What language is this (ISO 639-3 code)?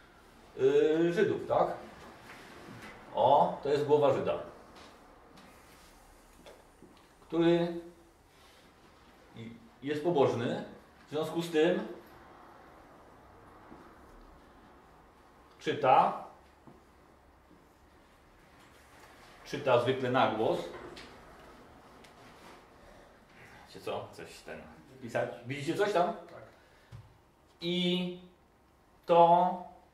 pol